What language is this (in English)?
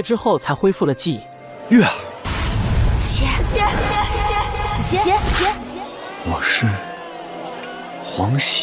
Chinese